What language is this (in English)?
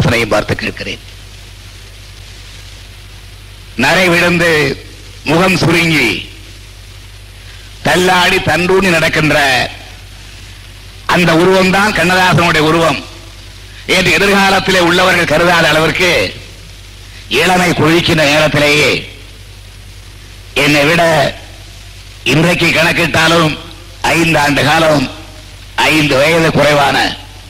Tamil